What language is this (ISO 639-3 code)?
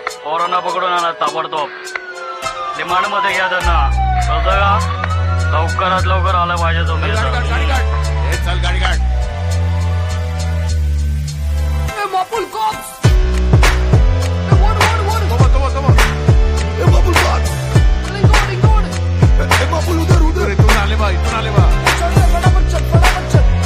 mar